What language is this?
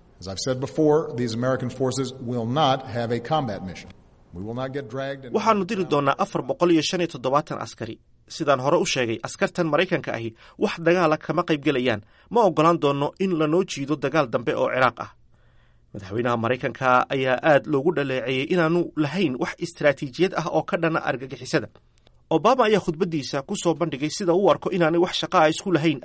Somali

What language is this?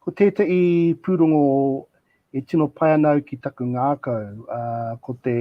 Māori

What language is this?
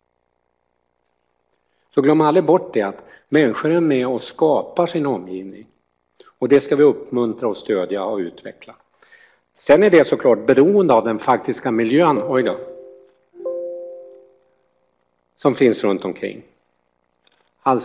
Swedish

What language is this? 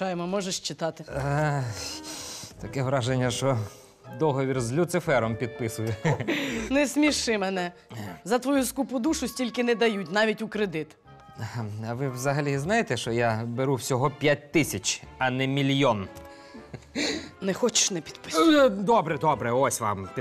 Ukrainian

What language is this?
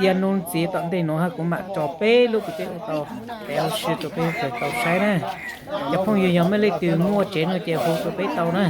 Hmong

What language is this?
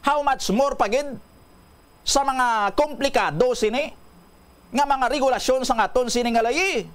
Hiligaynon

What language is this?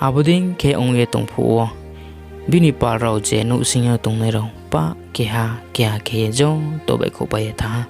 Riang (India)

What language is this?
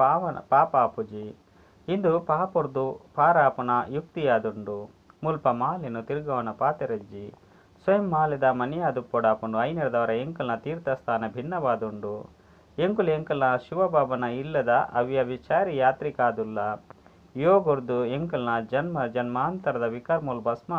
Tulu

